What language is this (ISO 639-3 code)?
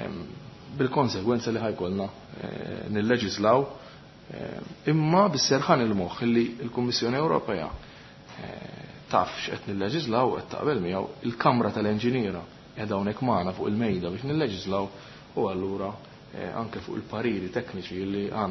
mlt